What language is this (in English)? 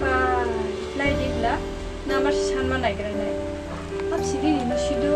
Kok Borok